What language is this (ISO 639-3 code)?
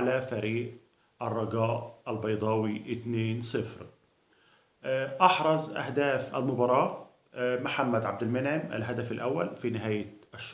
arz